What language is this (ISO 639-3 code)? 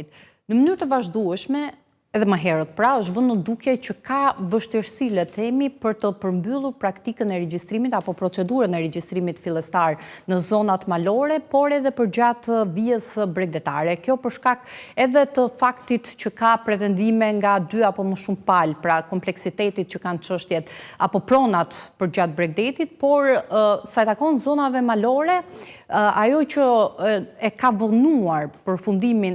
sqi